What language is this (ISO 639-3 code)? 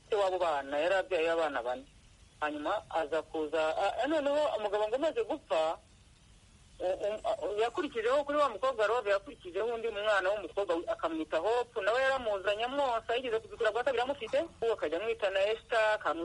kin